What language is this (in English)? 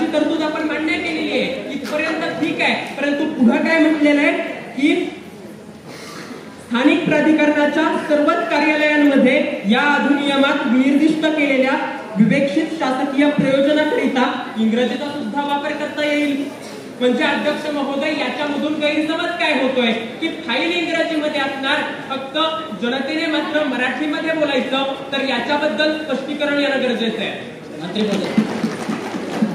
Marathi